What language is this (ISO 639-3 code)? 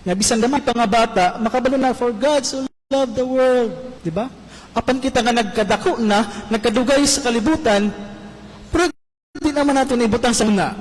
ceb